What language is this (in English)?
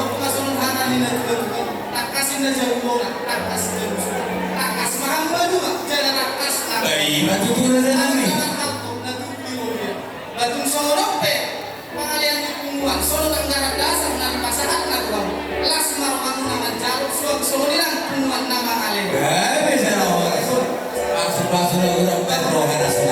Batak Toba